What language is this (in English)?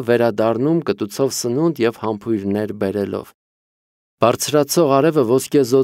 Armenian